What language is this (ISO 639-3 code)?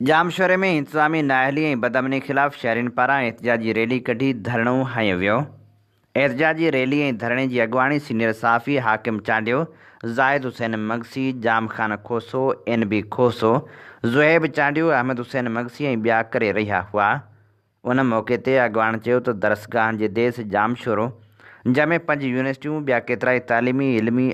snd